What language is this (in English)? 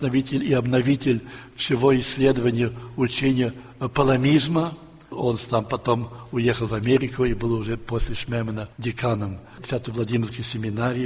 Russian